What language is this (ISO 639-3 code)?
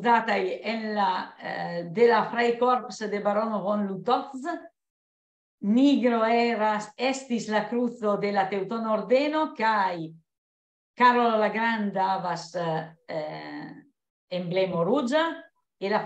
epo